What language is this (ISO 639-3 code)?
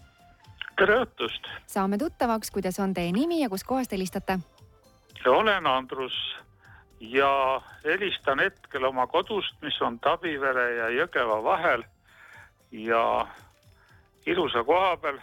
est